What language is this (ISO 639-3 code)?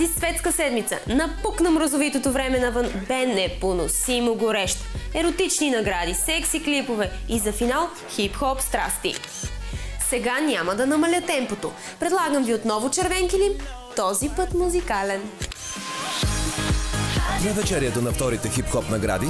bul